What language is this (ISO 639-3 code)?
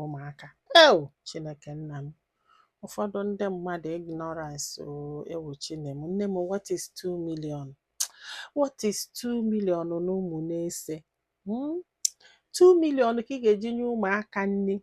ibo